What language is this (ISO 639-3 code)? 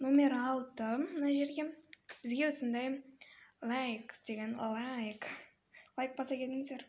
kaz